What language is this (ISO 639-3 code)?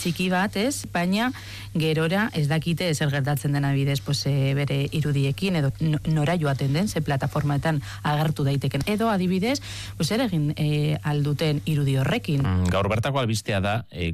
eus